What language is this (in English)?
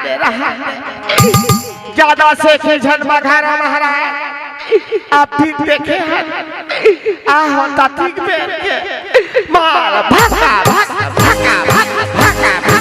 Chhattisgarhi